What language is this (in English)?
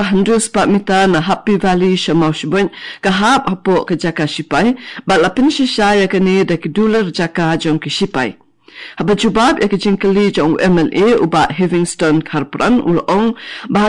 Khasi